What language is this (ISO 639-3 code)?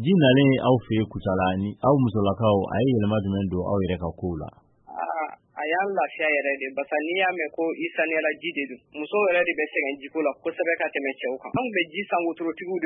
bam